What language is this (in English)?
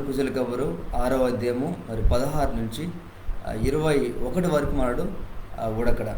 Koya